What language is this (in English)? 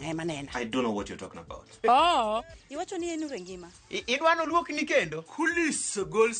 Luo (Kenya and Tanzania)